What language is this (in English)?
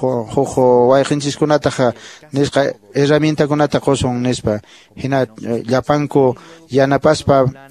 Quechua